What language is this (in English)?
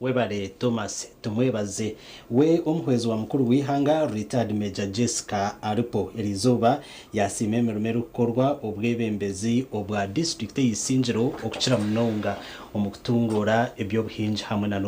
Nyankole